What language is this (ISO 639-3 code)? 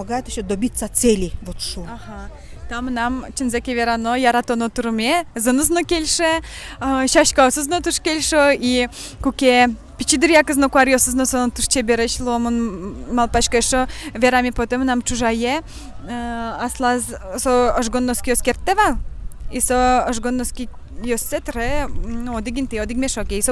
udm